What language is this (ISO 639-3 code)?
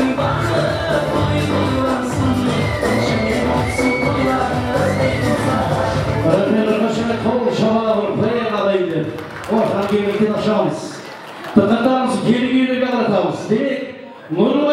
kaa